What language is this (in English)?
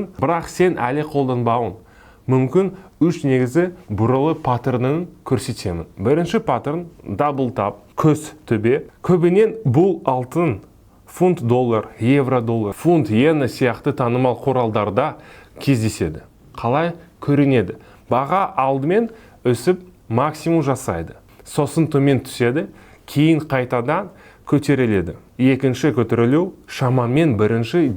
Kazakh